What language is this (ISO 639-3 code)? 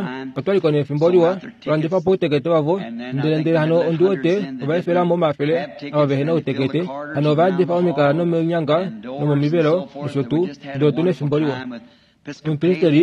kua